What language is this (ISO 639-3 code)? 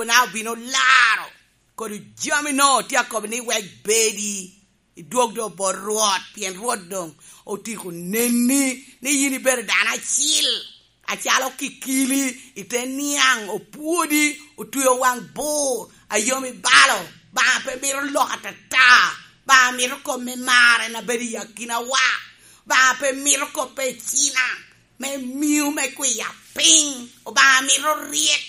laj